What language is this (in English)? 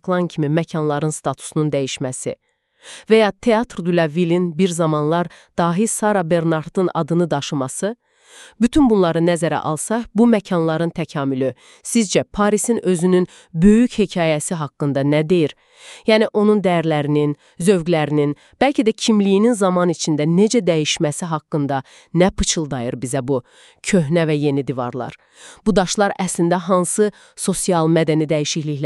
Azerbaijani